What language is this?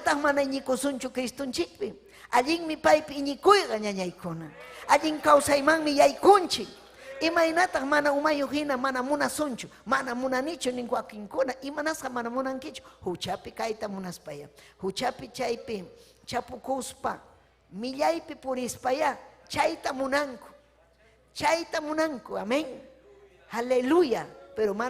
Ayacucho Quechua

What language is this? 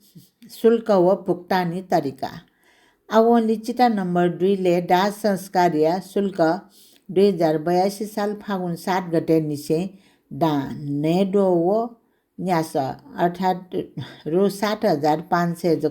Newari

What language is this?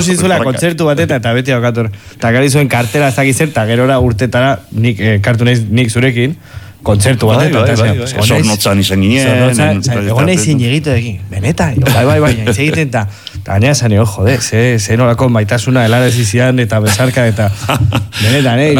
Basque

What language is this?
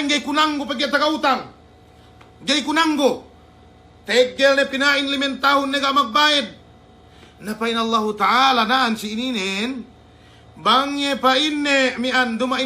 Yakan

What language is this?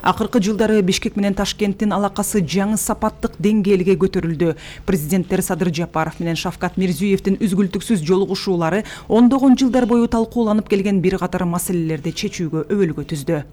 Kyrgyz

